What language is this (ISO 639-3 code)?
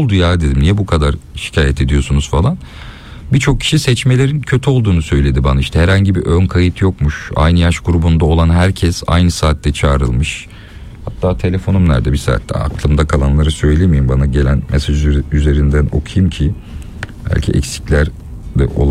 tur